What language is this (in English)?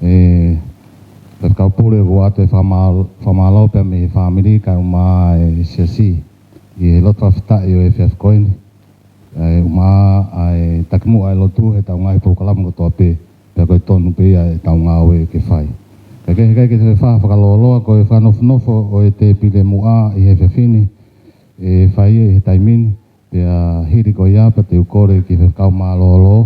Tongan